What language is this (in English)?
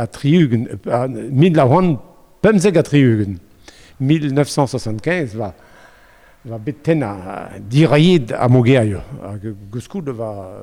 Breton